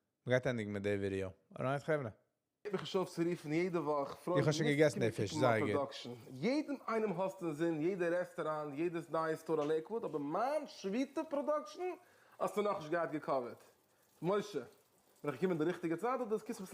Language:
Yiddish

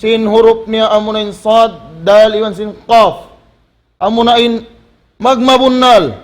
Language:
Tausug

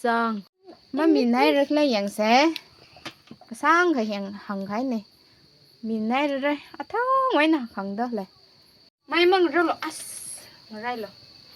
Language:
Tangkhul Naga (India)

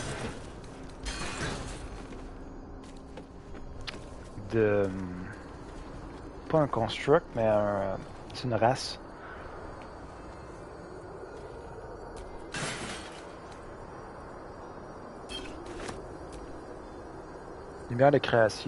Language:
French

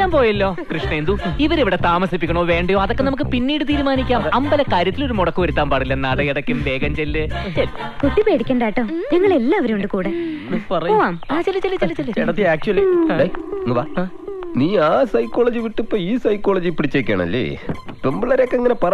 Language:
Malayalam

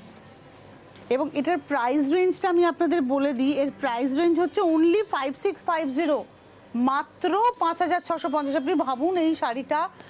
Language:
Bangla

